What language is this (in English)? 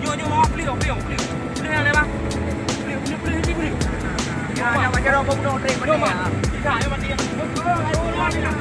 Achinese